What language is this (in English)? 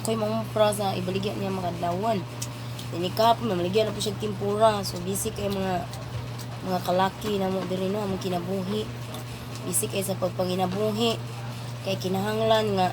Cebuano